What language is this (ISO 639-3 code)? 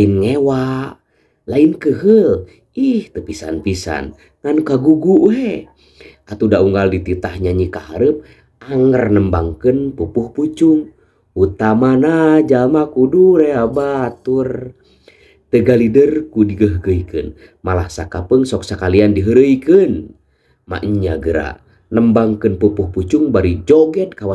sun